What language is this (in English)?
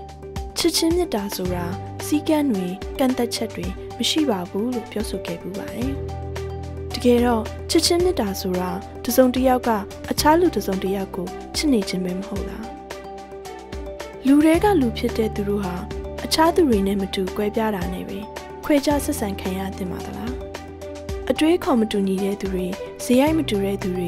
Burmese